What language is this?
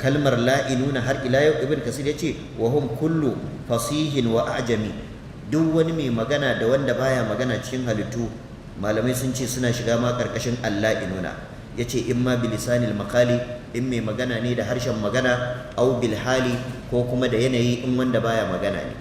Hausa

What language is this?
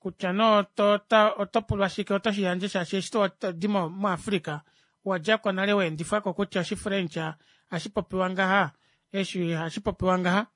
Kuanyama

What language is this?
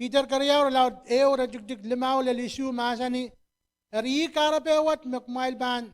Pohnpeian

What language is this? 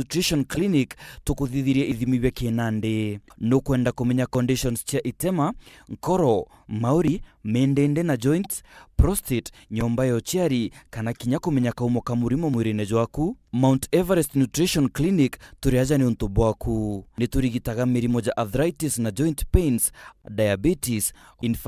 Meru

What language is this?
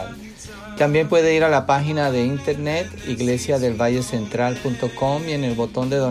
Spanish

